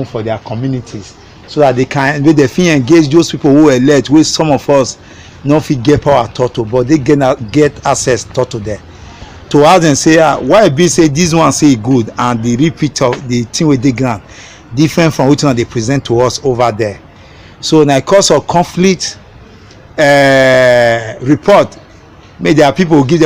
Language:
Nigerian Pidgin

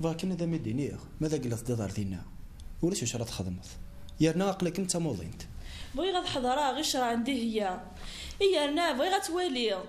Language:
Kabyle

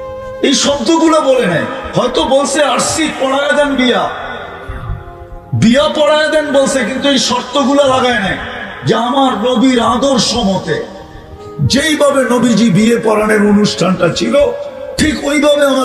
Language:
Bangla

